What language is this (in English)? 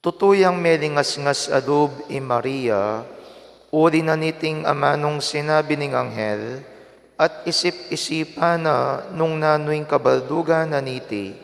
Pampanga